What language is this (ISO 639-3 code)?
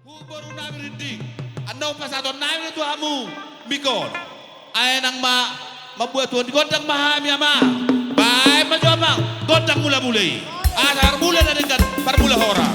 bbc